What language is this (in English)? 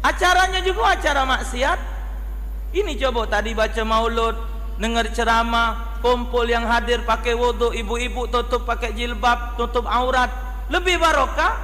Musi